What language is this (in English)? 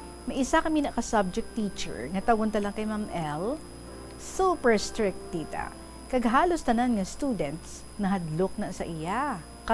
Hiligaynon